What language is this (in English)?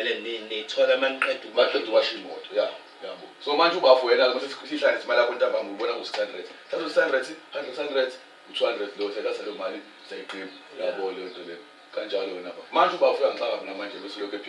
Zulu